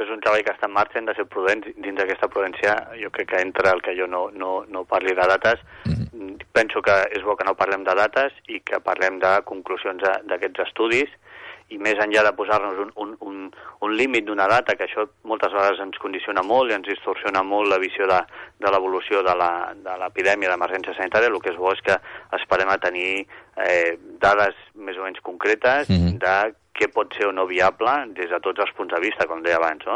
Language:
Catalan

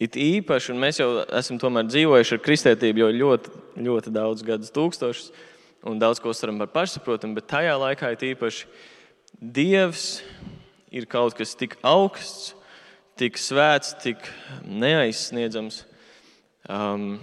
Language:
Latvian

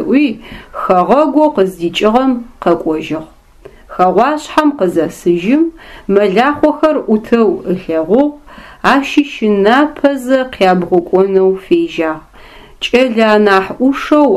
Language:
Adyghe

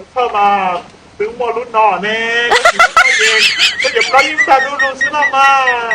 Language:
Hmong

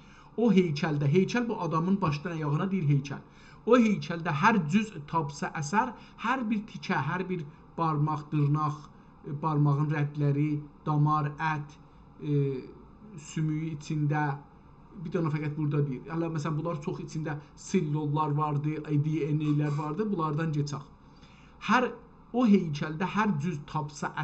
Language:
South Azerbaijani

